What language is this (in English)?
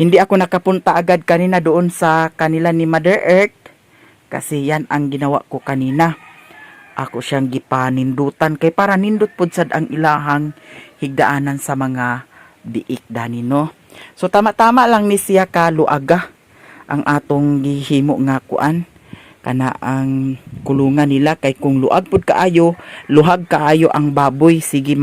Cebuano